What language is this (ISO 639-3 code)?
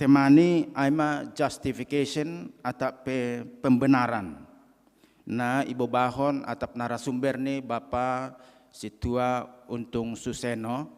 bts